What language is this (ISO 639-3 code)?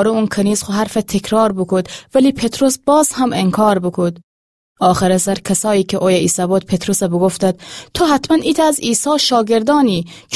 glk